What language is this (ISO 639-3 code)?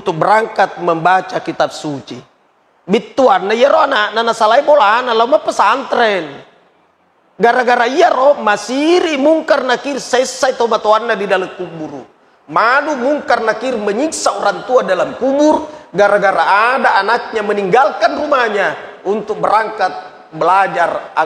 bug